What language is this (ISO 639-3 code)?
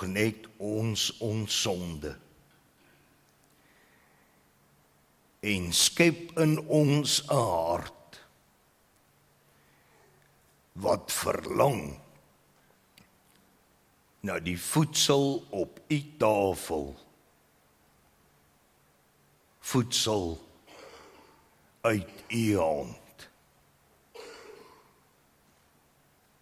afr